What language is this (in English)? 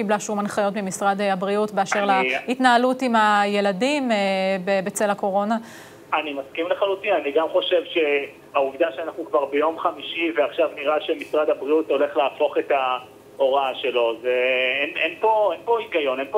Hebrew